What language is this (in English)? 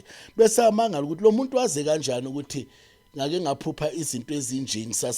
Zulu